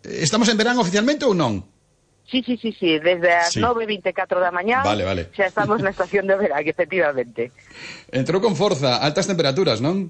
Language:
Galician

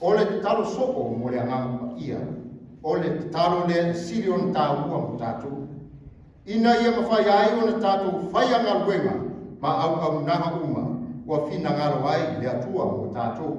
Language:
Samoan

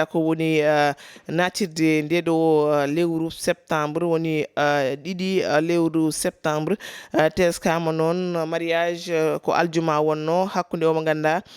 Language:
Fula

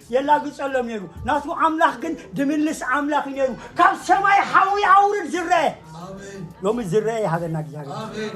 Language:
Tigrinya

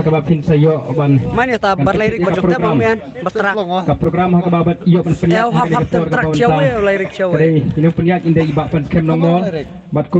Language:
Khasi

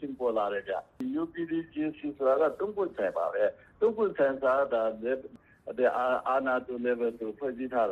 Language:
Burmese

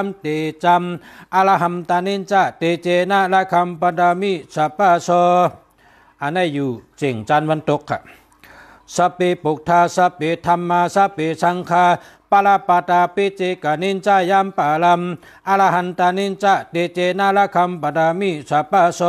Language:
Shan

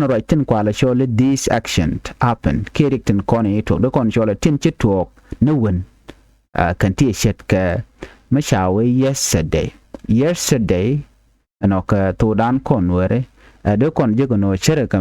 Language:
Nuer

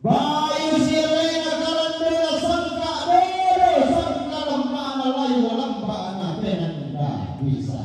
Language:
Toraja-Sa'dan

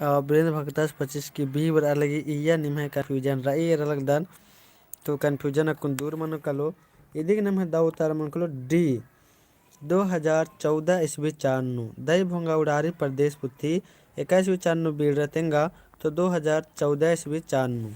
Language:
Kurukh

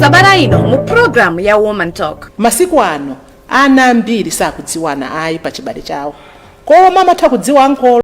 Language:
Nyanja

